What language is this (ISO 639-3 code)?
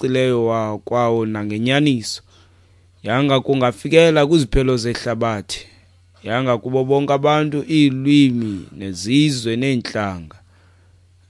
xho